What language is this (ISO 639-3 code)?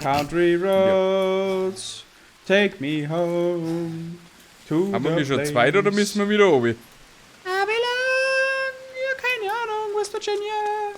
bar